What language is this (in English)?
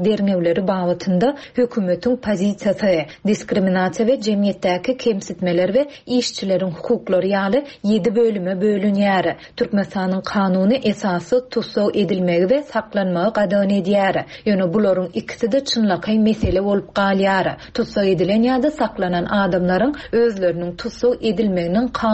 Turkmen